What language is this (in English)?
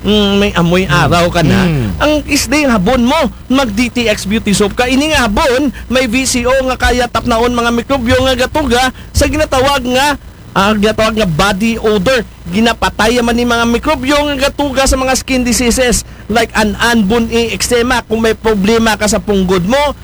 Aklanon